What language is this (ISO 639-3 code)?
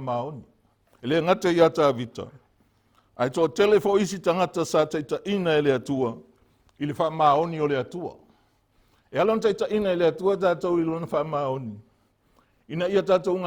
smo